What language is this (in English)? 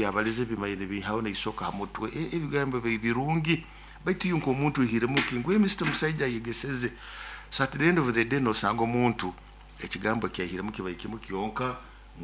Nyoro